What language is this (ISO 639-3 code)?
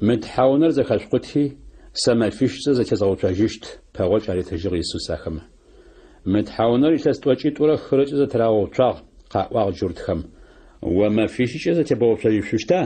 ady